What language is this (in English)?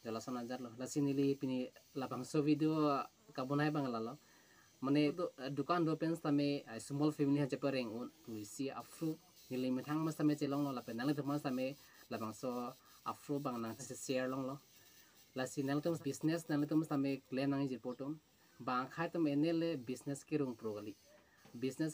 Karbi